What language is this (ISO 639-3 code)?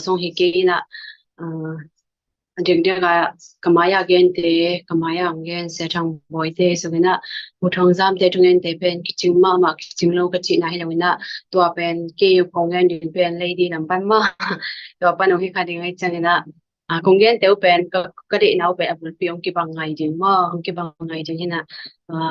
ctd